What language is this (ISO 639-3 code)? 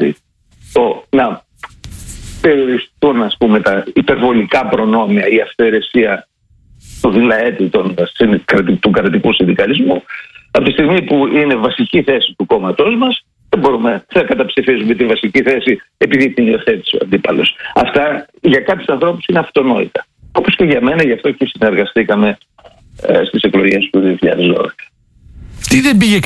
ell